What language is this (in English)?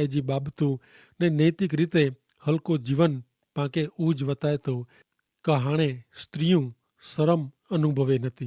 Kachhi